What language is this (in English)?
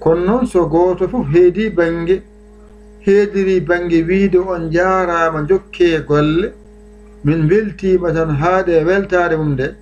Fula